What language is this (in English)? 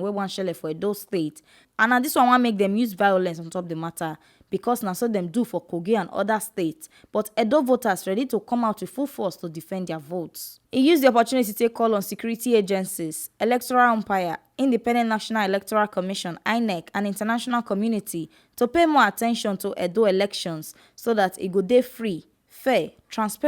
Nigerian Pidgin